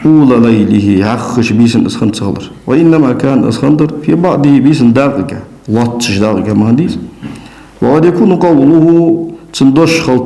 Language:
Ingush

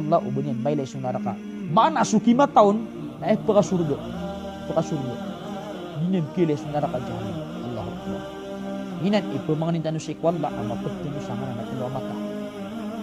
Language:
Maranao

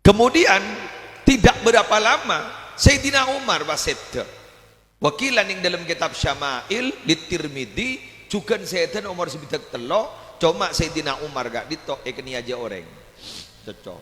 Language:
Madurese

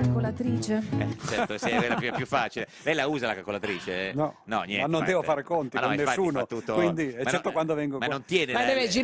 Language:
Italian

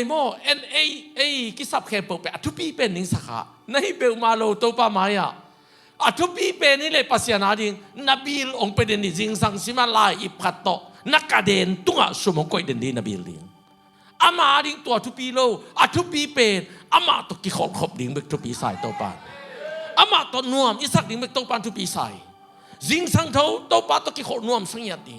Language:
Tedim Chin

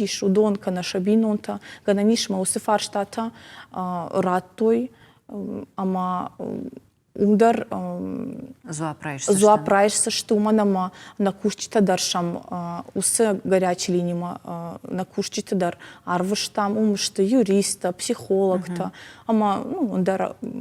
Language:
Ossetic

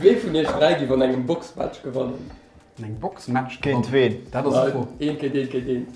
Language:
Luxembourgish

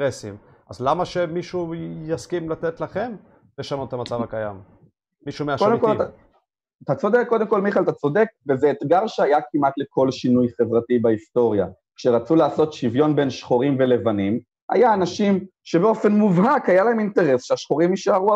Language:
Hebrew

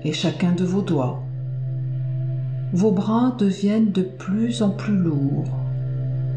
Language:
French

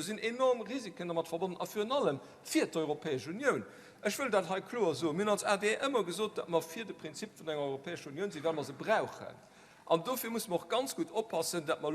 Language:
Luxembourgish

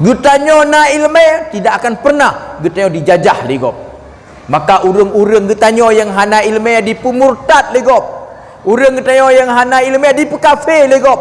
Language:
Achinese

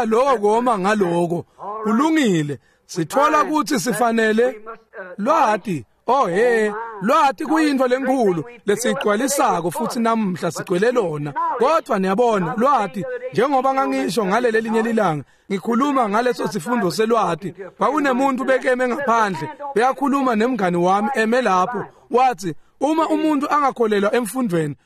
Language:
Swati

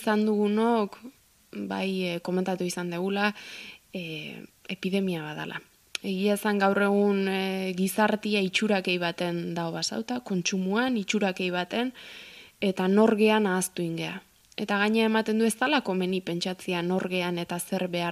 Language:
Basque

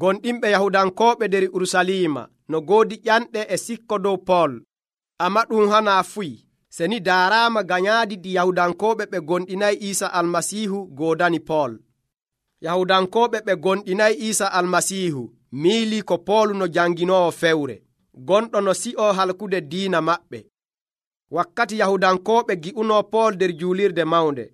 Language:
Nigerian Fulfulde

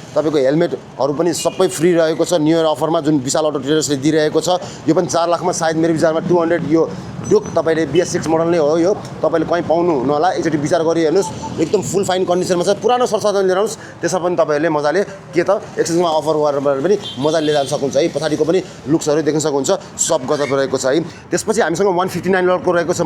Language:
Nepali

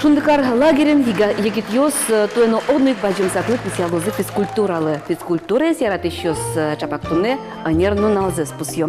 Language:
Udmurt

